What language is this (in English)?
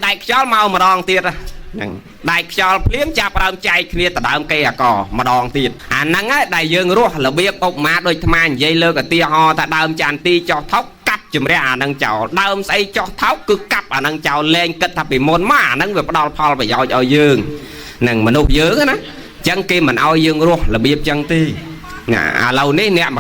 Khmer